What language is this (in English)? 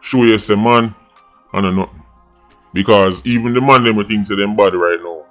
Jamaican Creole English